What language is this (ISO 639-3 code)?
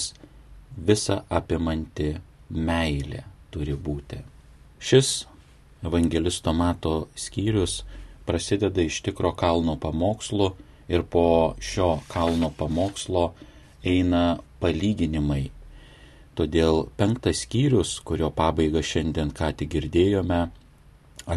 lit